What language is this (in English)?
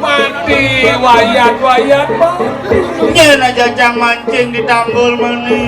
Balinese